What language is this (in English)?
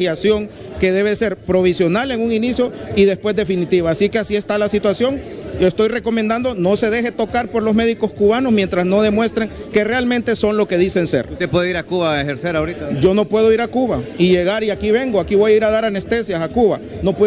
Spanish